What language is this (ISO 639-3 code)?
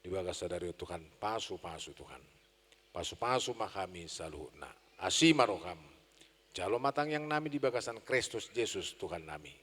bbc